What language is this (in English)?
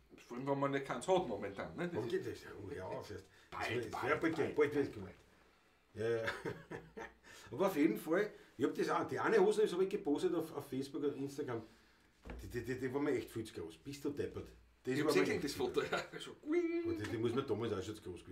Bavarian